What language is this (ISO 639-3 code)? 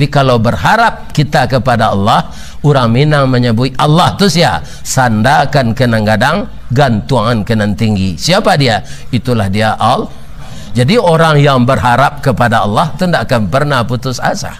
min